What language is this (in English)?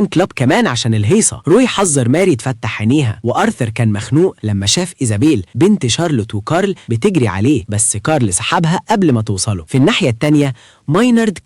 Egyptian Arabic